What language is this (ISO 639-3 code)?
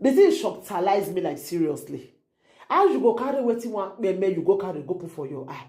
pcm